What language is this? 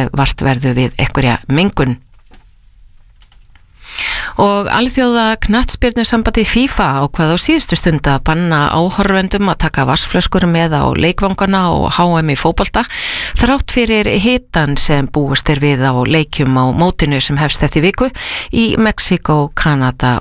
Icelandic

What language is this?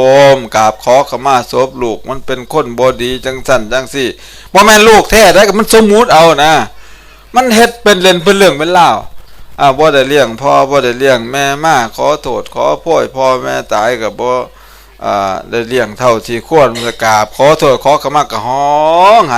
Northeastern Thai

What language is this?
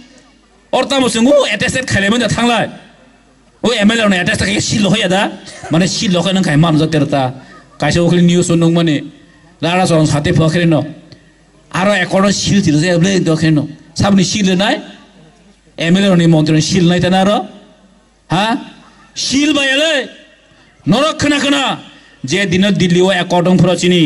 Kok Borok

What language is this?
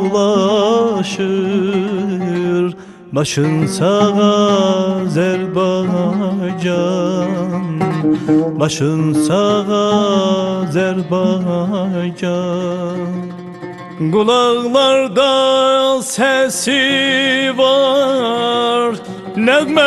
South Azerbaijani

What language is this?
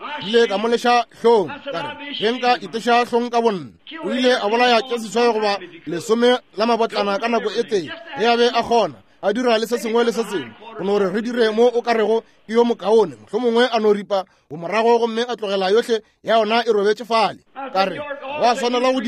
Northern Sotho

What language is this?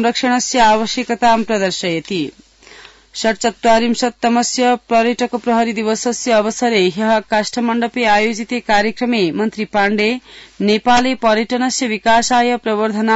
Sanskrit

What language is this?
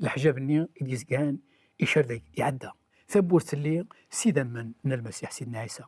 Kabyle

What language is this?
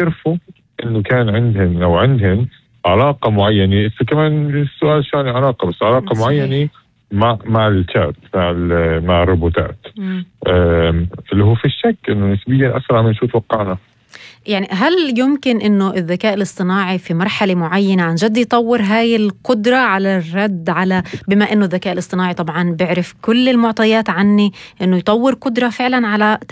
North Levantine Arabic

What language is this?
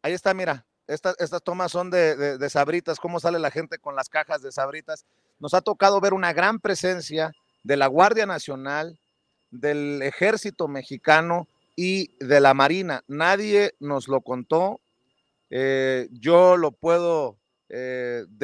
Spanish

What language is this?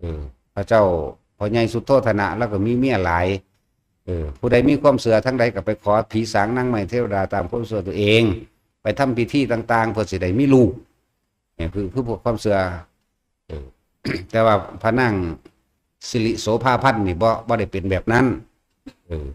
Northeastern Thai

